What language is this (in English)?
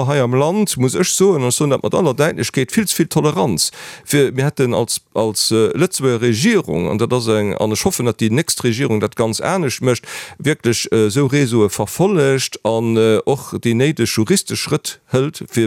Luxembourgish